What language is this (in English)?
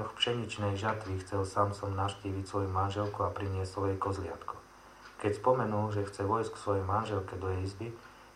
Slovak